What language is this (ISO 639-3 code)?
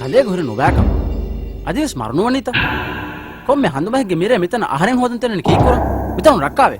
div